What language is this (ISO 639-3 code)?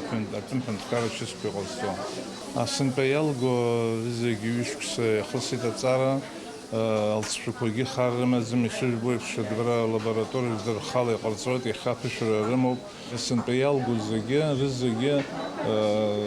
abk